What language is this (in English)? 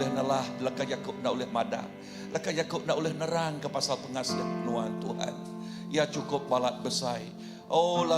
Iban